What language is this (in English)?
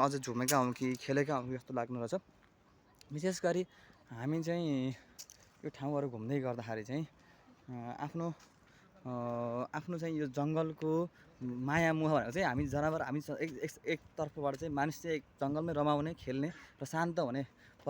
Nepali